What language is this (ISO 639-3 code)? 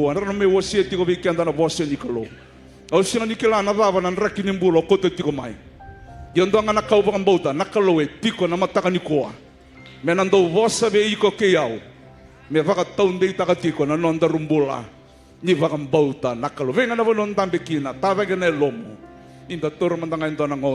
fij